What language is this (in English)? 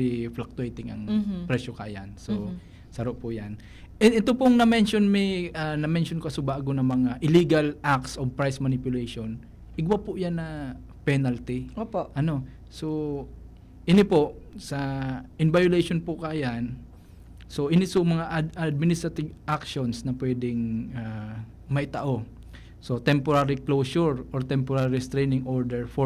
Bikol